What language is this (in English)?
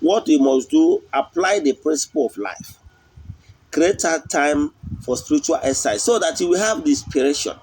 Igbo